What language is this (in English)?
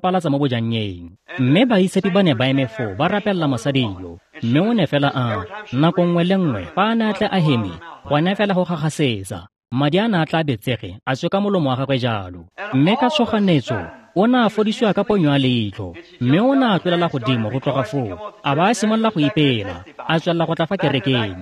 Tswana